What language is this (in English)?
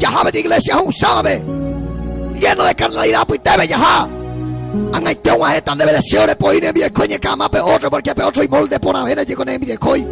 Guarani